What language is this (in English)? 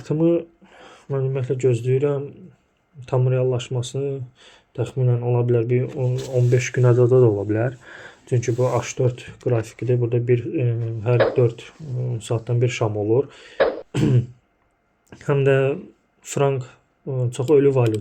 Azerbaijani